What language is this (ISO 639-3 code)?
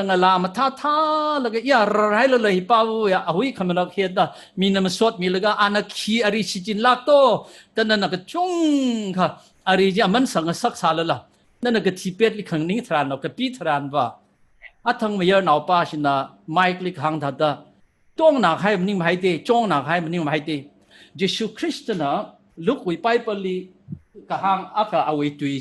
nmf